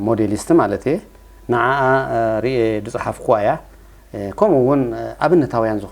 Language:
Tigrinya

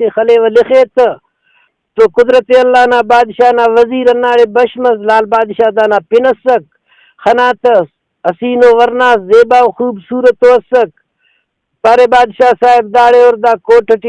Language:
Brahui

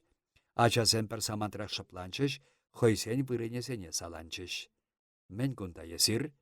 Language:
Chuvash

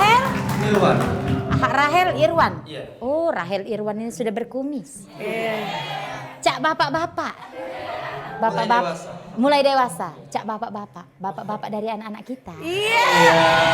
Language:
Musi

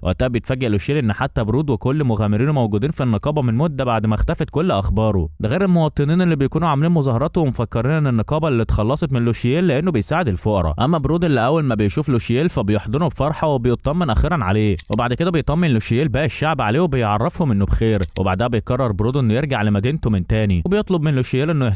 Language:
Egyptian Arabic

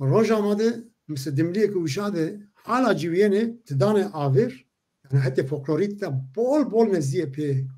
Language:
Zaza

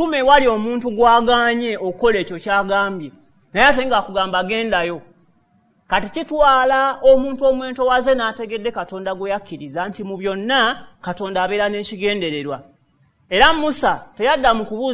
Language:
Ganda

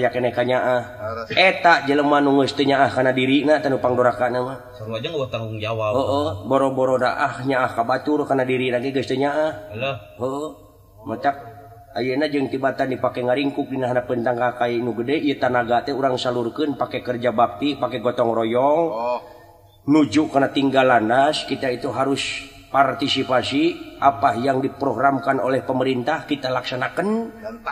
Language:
Sundanese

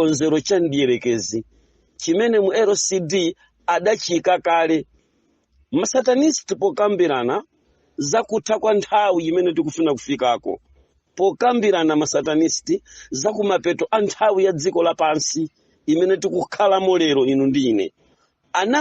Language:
Nyanja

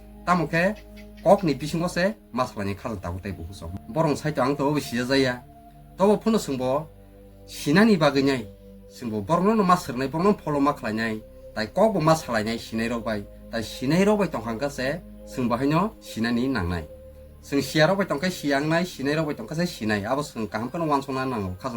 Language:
Kok Borok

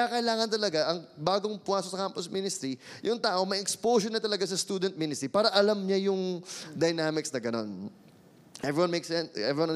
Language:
Filipino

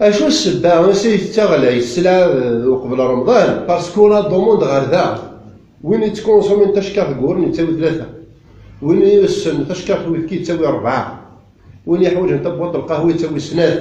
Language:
Kabyle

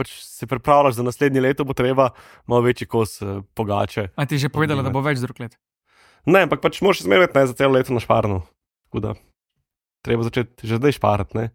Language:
Slovenian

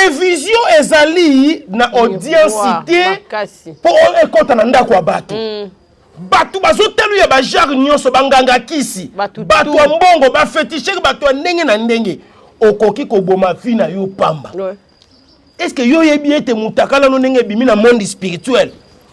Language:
Lingala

